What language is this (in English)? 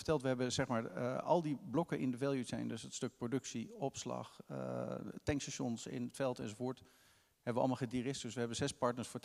Dutch